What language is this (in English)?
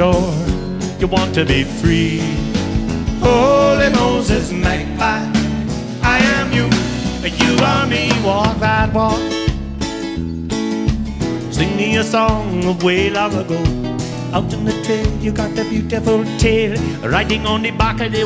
English